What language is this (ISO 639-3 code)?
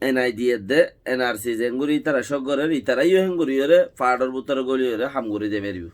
rhg